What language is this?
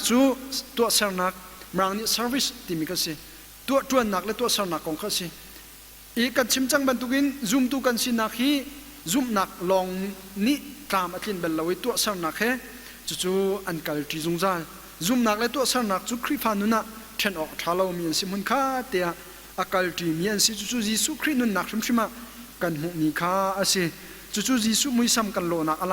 Hakha Chin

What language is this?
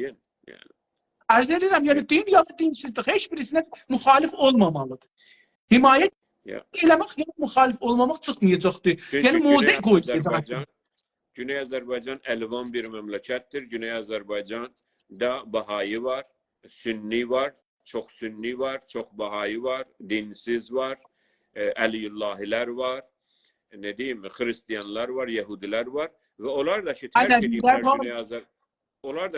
South Azerbaijani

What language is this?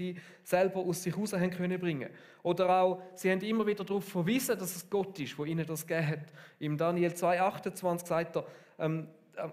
Swiss German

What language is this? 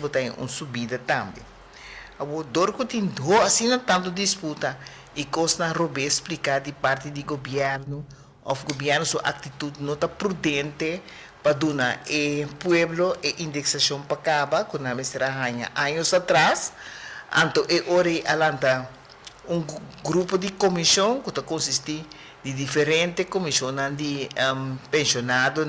Papiamento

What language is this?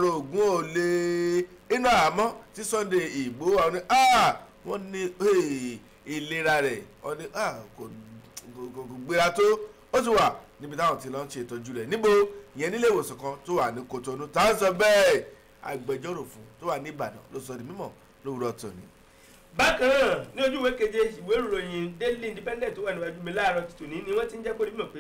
Yoruba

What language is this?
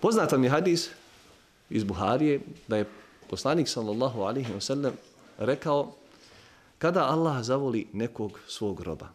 Bosnian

